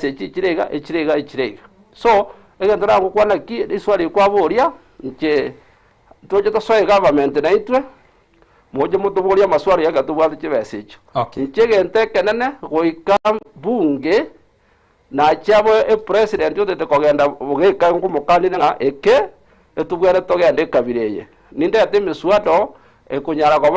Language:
Gusii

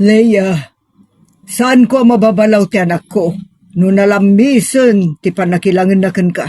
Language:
Iloko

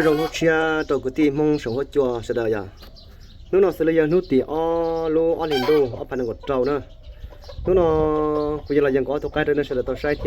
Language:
Hmong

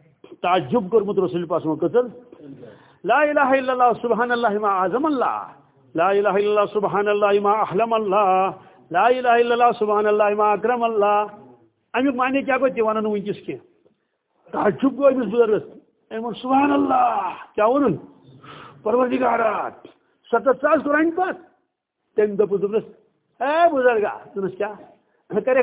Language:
Kashmiri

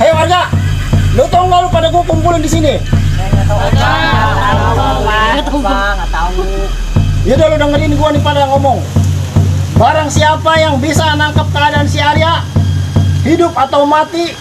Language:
Betawi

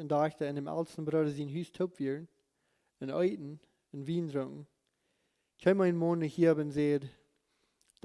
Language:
Plautdietsch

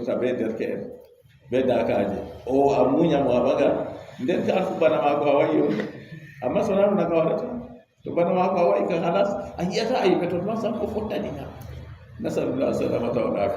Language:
Fula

